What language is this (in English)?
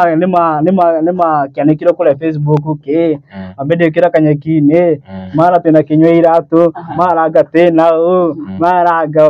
Kikuyu